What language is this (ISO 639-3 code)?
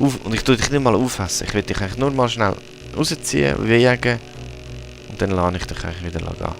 gsw